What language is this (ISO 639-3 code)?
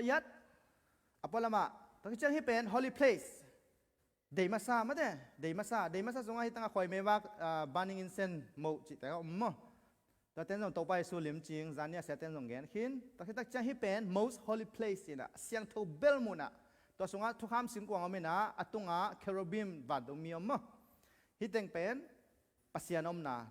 ctd